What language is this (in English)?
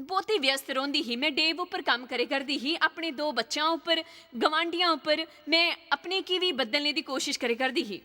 Dogri